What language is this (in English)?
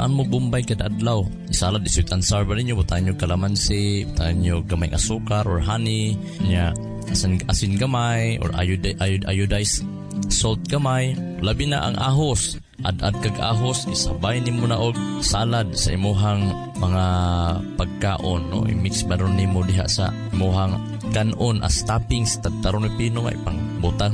Cebuano